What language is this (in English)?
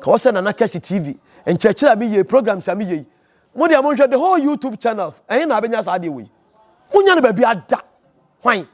Akan